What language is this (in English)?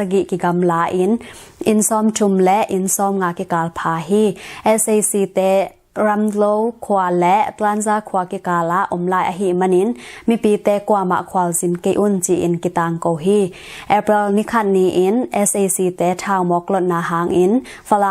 Tedim Chin